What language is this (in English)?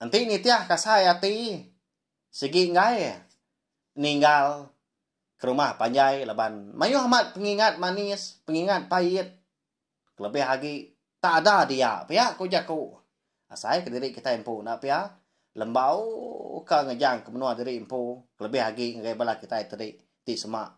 Iban